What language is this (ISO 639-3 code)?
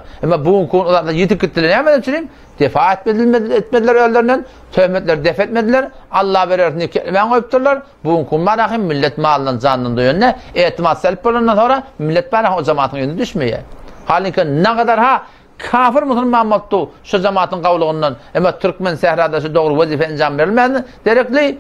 tuk